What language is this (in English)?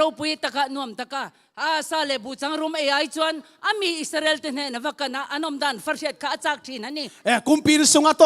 Tedim Chin